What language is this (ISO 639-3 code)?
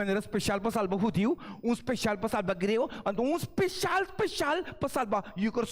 pap